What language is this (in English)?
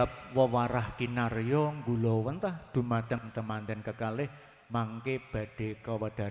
Javanese